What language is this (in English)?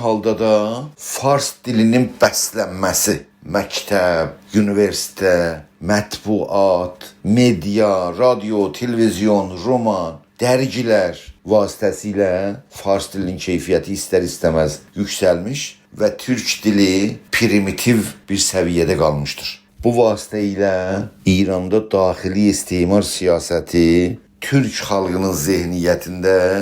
South Azerbaijani